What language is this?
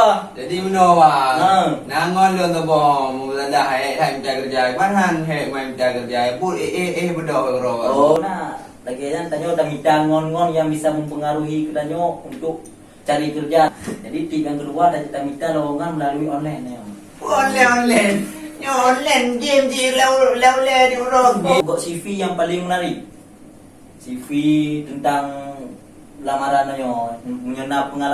Achinese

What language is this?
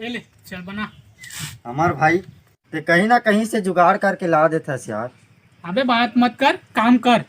Chhattisgarhi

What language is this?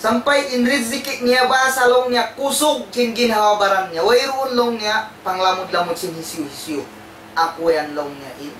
Tausug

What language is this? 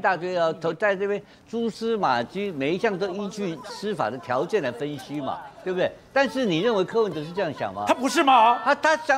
Chinese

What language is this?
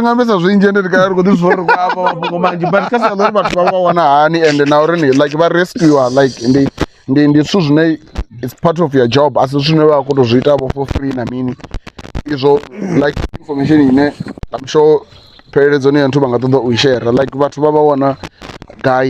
Venda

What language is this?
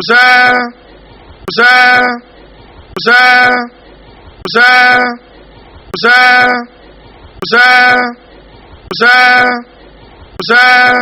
Yoruba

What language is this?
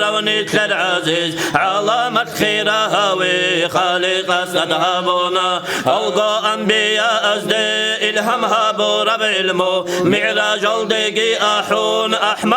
Avaric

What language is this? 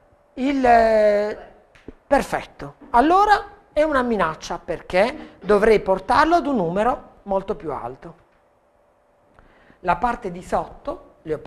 Italian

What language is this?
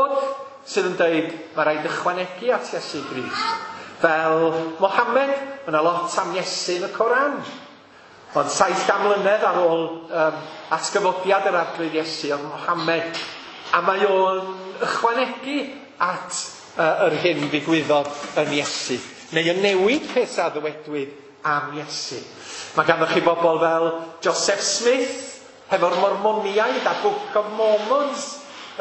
Welsh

